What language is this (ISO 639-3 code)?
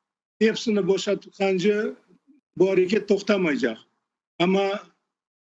crh